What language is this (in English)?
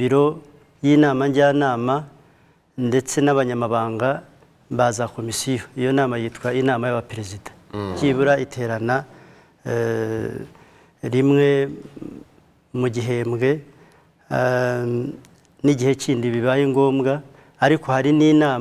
Kinyarwanda